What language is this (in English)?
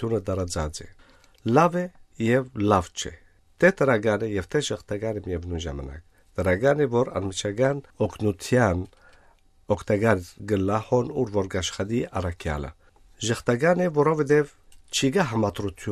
Armenian